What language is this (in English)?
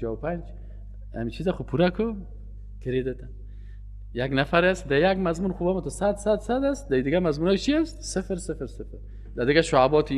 Persian